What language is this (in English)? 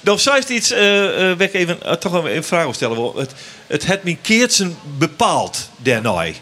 Western Frisian